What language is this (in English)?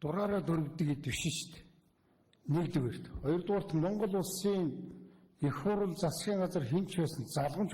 Mongolian